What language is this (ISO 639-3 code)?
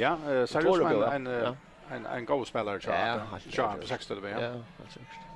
fao